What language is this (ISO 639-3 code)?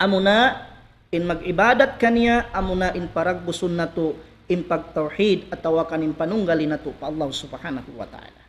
tsg